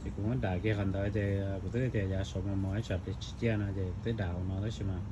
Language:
Hmong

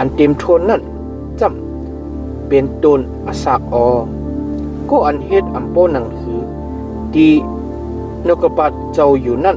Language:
Shan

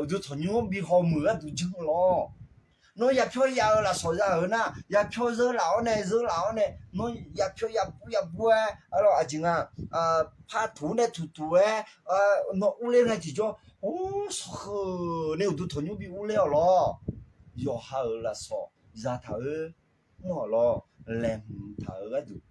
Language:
Akha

